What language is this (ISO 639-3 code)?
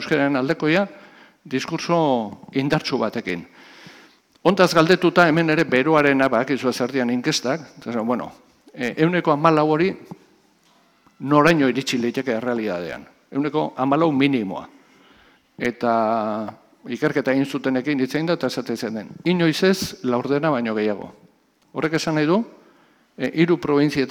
eus